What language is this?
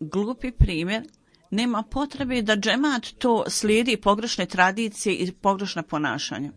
Bosnian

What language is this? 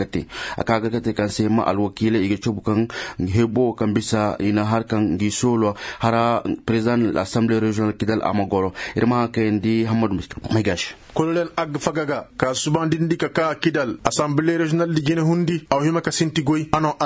Koyraboro Senni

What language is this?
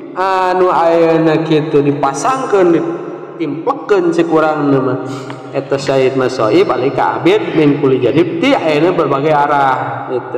Sundanese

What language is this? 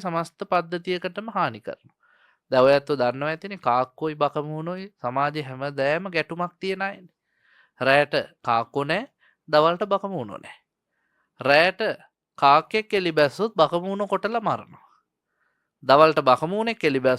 Sinhala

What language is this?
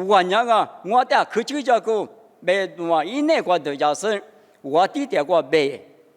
Lisu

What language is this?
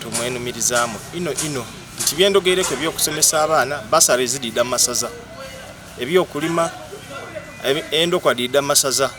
Soga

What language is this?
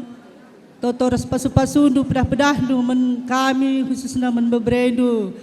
Batak Karo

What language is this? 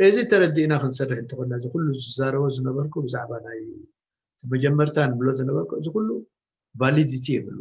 Tigrinya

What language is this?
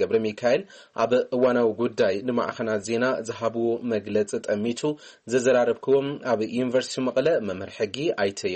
Tigrinya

